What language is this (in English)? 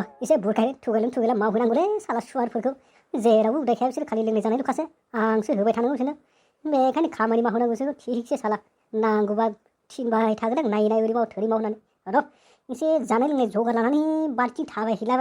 Bodo